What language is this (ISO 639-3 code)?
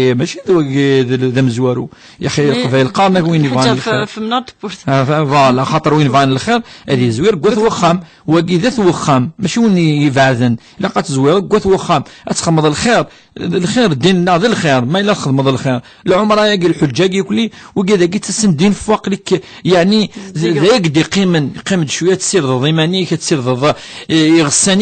kab